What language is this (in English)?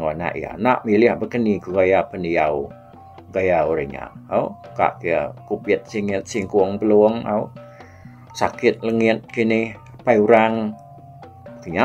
Iban